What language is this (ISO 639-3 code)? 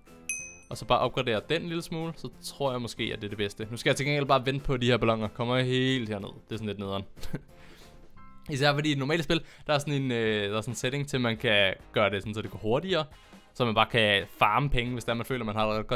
dan